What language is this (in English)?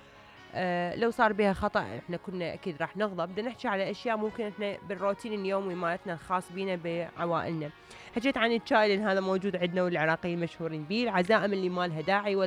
Mesopotamian Arabic